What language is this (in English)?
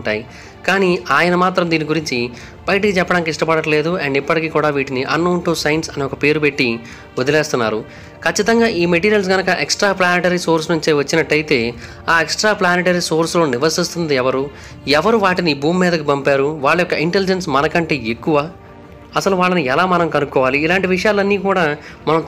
Telugu